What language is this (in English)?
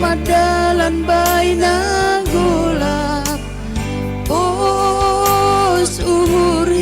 Batak Simalungun